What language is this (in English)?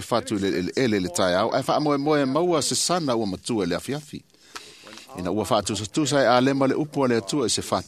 Samoan